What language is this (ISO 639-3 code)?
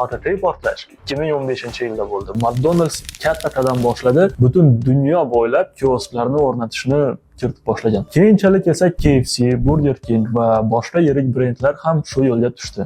uzb